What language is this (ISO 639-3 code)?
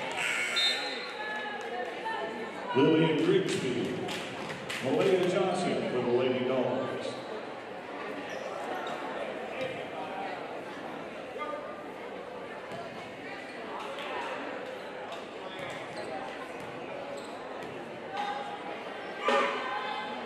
eng